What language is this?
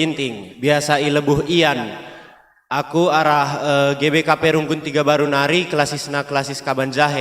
Batak Karo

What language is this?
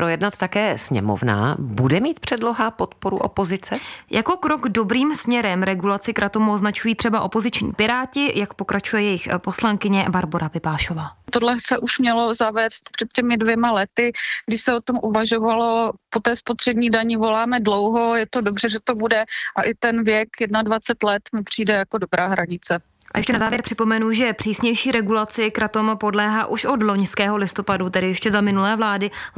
Czech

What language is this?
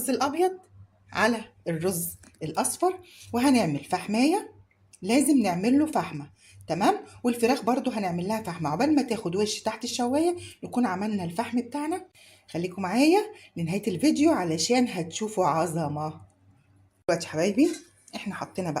Egyptian Arabic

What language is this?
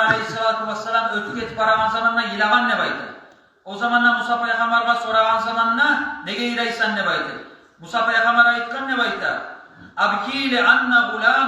Kumyk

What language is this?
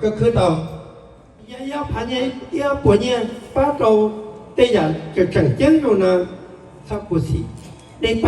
Hmong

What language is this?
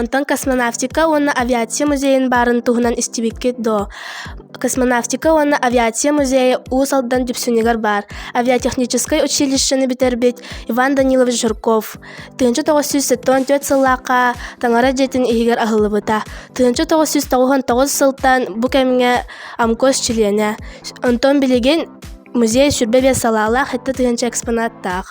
Yakut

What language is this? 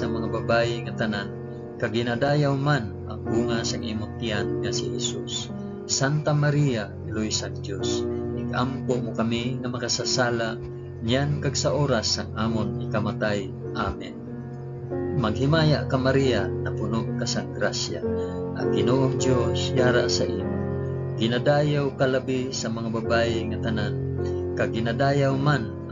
Hiligaynon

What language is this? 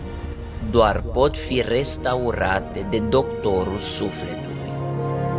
Romanian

